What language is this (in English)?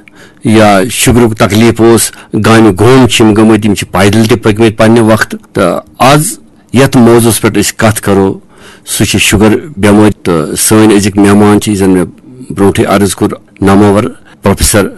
Kashmiri